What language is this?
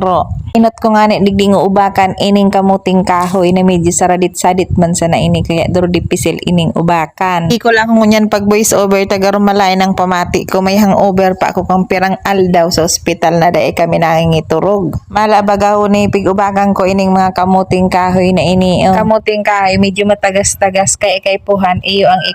Bikol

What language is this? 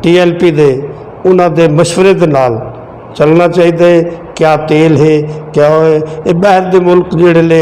Western Panjabi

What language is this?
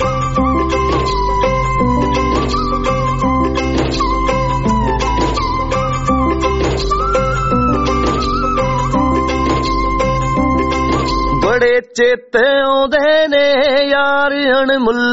Punjabi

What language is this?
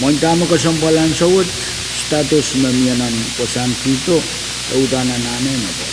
Pohnpeian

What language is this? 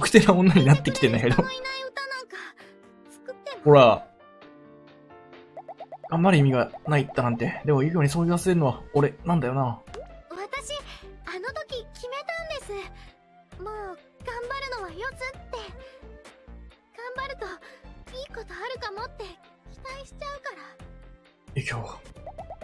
Japanese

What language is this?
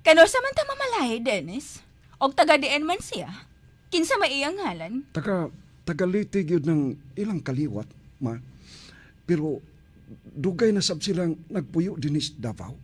Cebuano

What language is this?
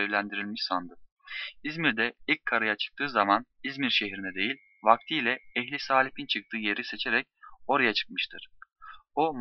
Turkish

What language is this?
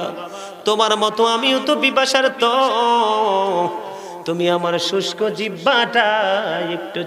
Bangla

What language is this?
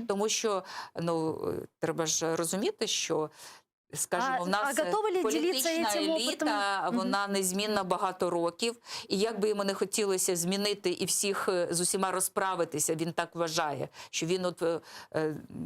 Crimean Tatar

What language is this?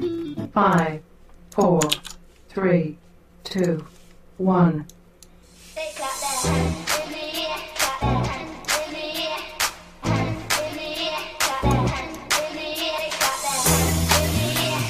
Korean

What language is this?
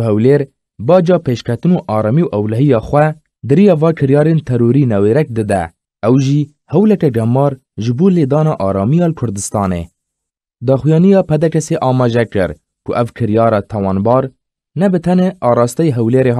Kurdish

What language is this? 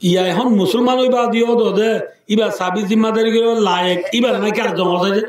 Rohingya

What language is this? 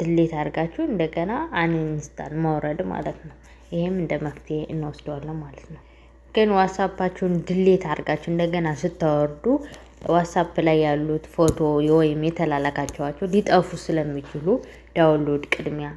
Amharic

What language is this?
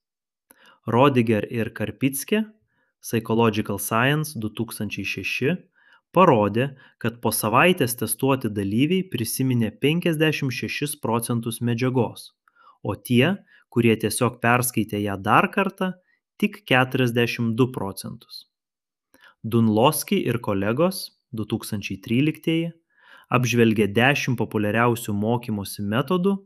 Lithuanian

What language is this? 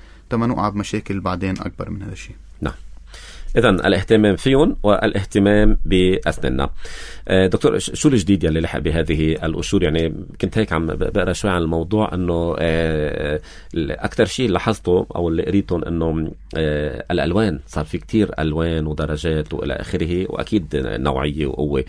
North Levantine Arabic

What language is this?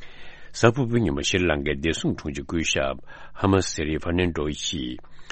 Tibetan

